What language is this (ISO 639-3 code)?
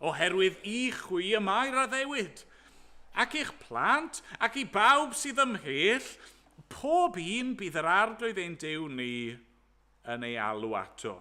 cym